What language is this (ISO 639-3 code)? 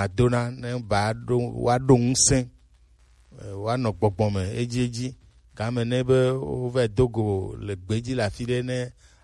gej